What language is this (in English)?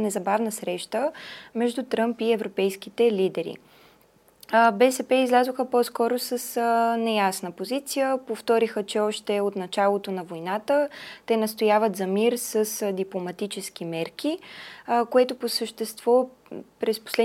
Bulgarian